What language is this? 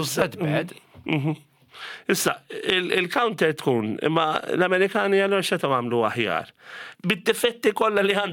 Maltese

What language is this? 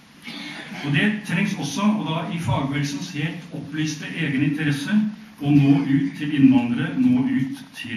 Norwegian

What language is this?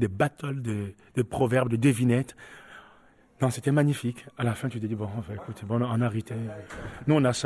French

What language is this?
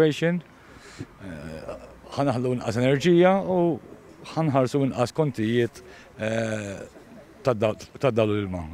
Maltese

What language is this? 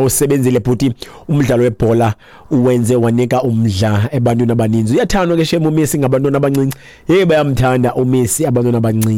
Xhosa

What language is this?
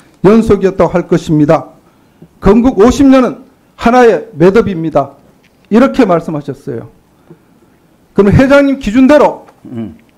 Korean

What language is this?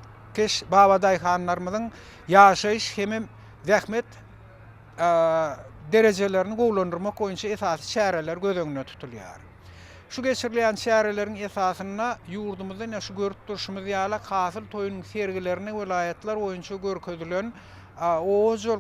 Turkmen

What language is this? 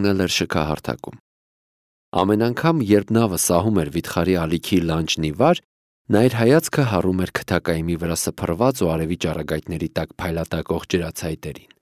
Armenian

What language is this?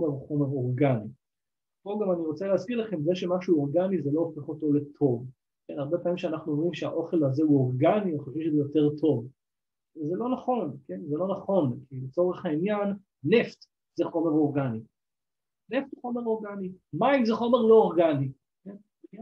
Hebrew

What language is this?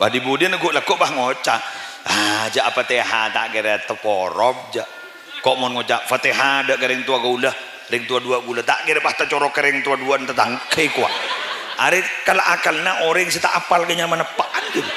Madurese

